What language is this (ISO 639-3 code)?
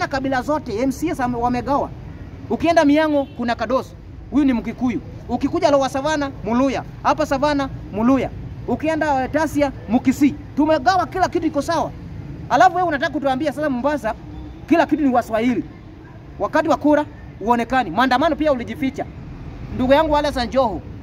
swa